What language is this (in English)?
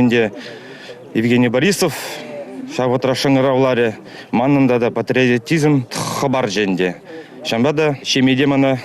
Chuvash